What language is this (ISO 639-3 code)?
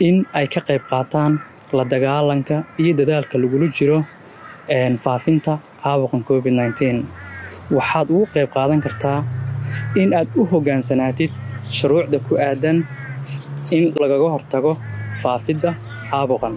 som